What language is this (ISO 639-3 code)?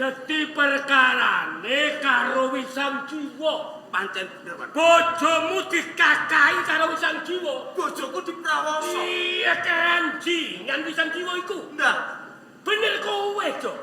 jav